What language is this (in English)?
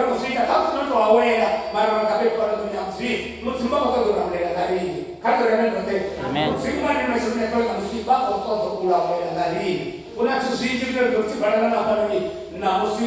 Venda